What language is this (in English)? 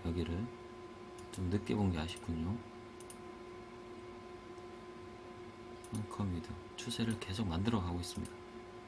Korean